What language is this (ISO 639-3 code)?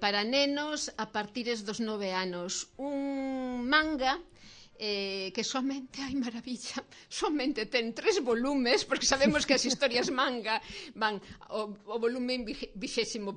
glg